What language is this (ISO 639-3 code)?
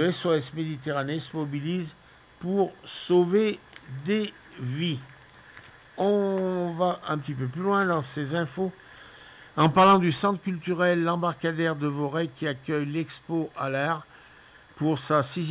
fra